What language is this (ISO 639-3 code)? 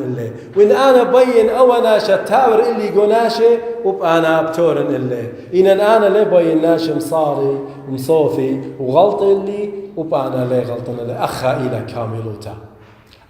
aii